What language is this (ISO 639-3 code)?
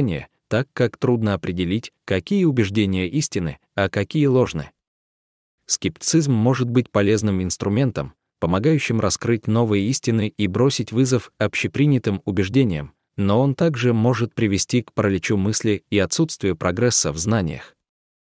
rus